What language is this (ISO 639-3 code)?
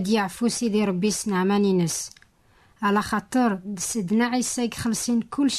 kab